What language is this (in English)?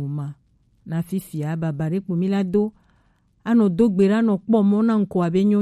Gen